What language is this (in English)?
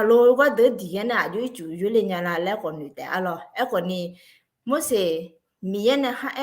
Akha